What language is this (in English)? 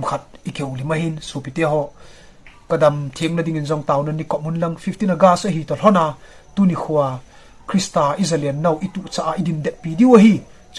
Thado Chin